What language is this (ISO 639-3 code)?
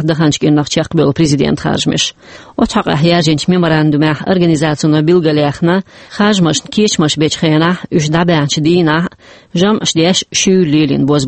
che